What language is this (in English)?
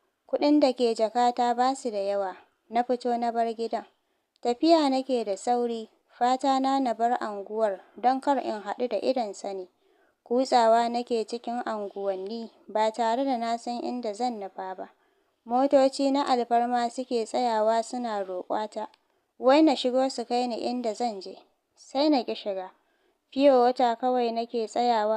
Hausa